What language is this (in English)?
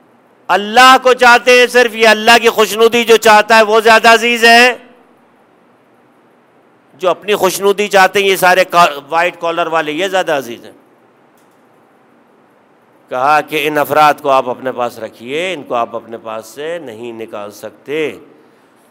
Urdu